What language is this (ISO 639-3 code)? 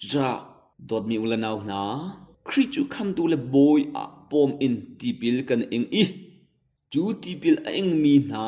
cnh